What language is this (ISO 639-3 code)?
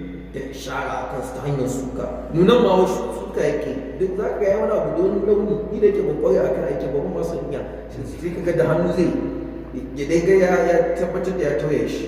hau